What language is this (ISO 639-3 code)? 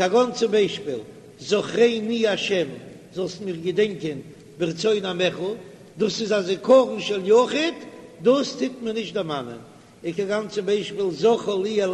yid